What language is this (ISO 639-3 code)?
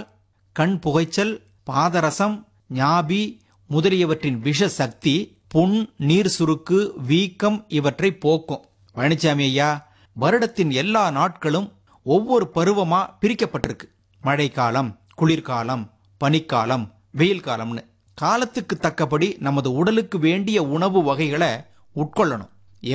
tam